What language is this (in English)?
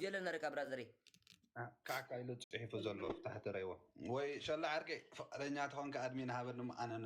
Tigrinya